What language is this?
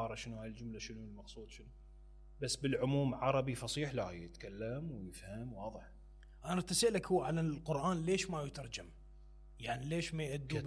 Mesopotamian Arabic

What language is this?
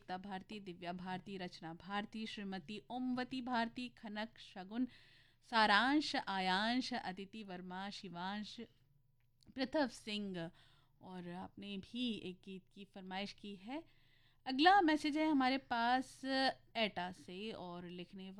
Hindi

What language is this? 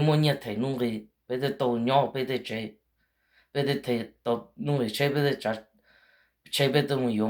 Hmong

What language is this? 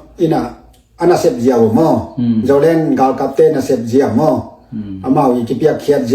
Tedim Chin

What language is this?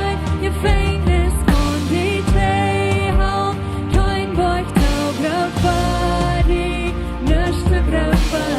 Plautdietsch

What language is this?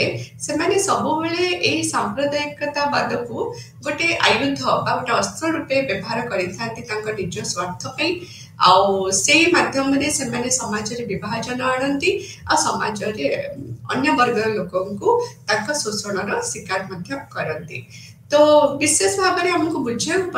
Odia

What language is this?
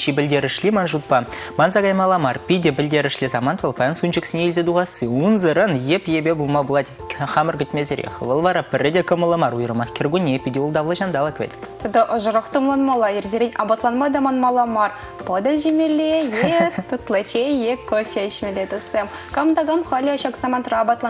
Chuvash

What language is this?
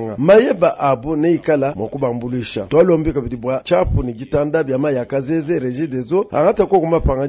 Luba-Lulua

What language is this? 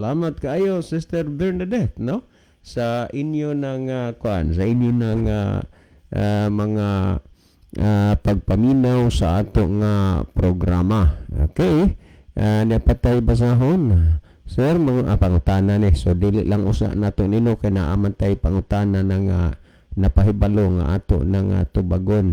Cebuano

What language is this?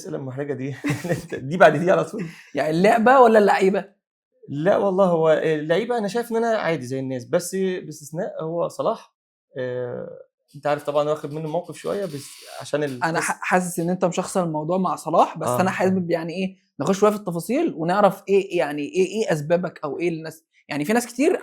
Egyptian Arabic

